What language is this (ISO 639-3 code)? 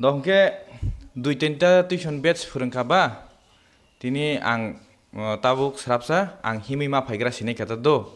trp